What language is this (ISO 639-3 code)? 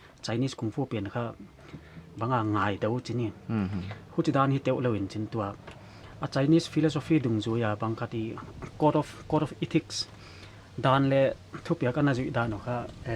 pck